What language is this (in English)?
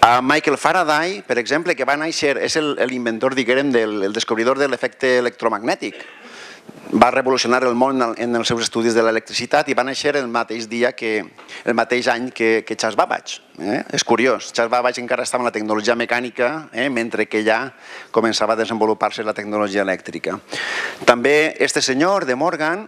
Catalan